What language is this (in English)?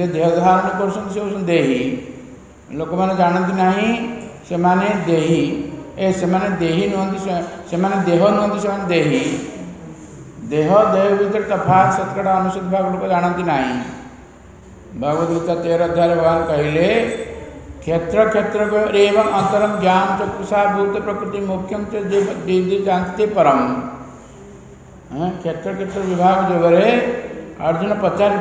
Odia